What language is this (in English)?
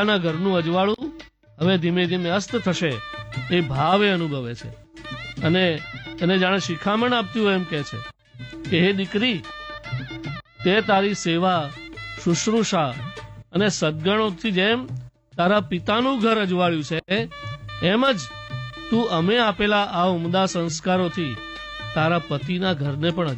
Gujarati